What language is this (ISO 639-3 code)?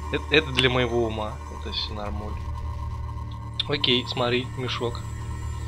rus